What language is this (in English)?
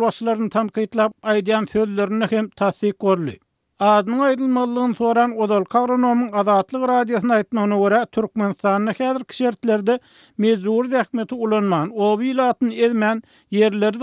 Turkmen